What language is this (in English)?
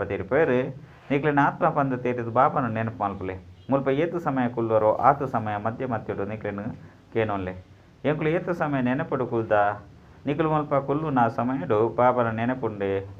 Tulu